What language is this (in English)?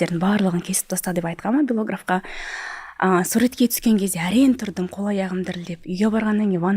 Kazakh